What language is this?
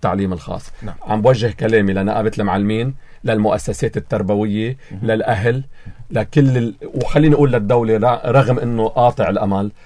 North Levantine Arabic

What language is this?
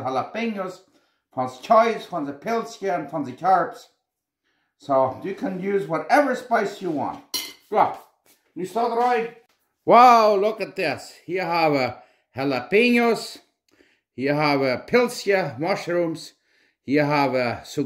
Plautdietsch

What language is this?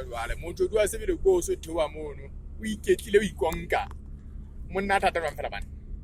Southern Sotho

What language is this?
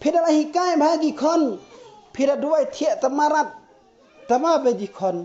Khasi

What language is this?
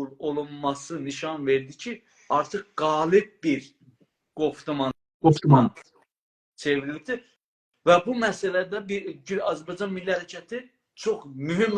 South Azerbaijani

